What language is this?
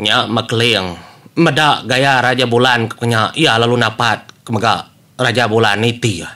Iban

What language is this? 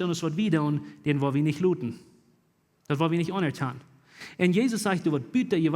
Plautdietsch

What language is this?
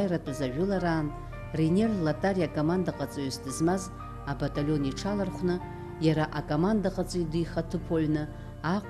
Abkhazian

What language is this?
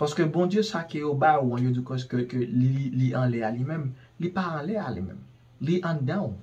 Haitian Creole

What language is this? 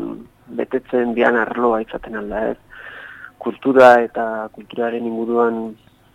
Basque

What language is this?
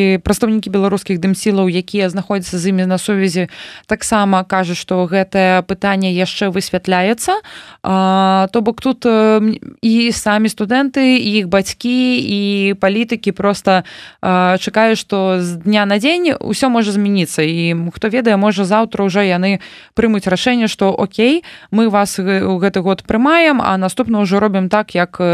Belarusian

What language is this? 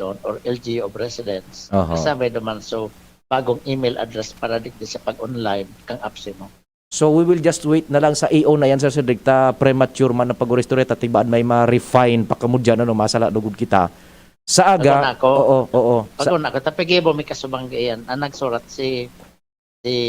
Bikol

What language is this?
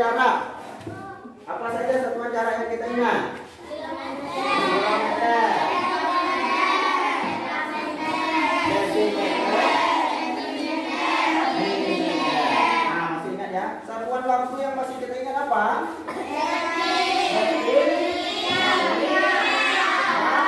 Indonesian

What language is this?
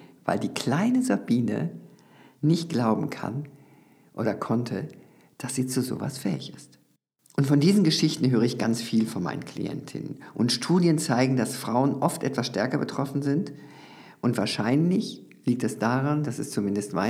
German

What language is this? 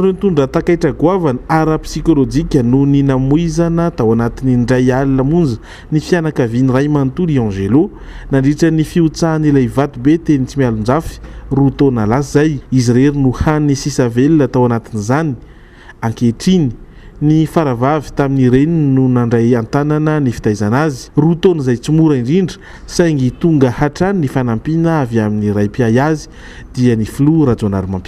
Malagasy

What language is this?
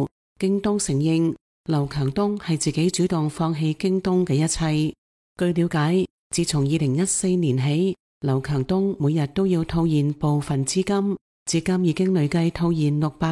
Cantonese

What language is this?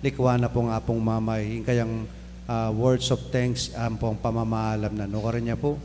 Pampanga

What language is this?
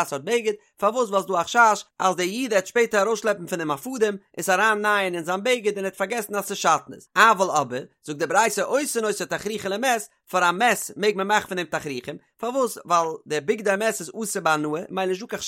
Yiddish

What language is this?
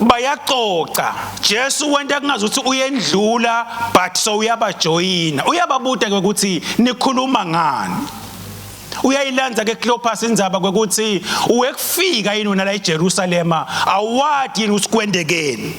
Swati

